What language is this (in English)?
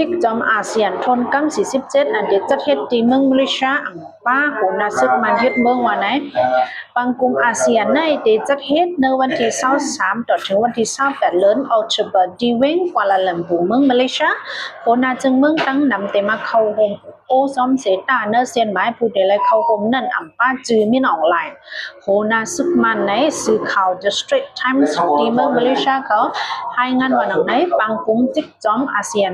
Shan